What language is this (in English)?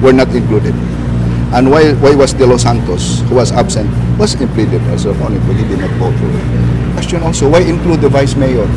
Cebuano